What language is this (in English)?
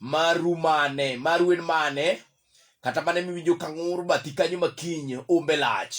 Luo (Kenya and Tanzania)